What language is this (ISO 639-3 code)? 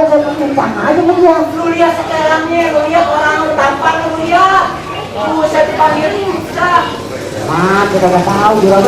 bew